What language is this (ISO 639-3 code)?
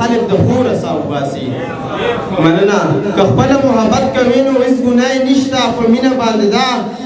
pus